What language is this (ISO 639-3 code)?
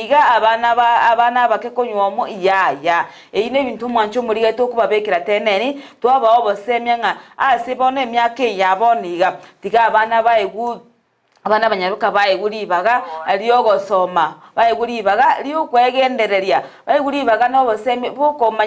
guz